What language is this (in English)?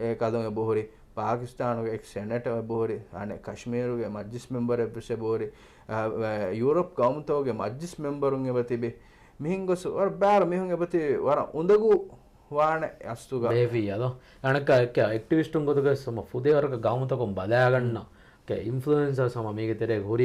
Divehi